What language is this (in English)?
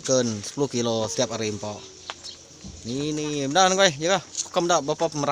Iban